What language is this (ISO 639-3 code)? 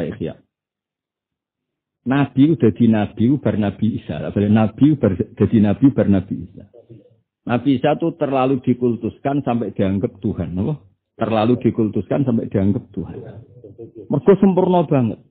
jav